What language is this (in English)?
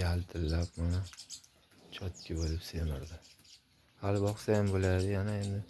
Uzbek